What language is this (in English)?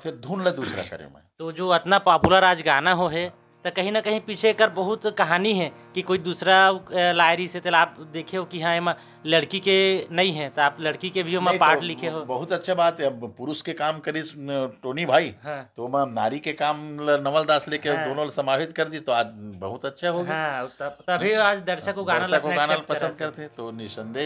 Chhattisgarhi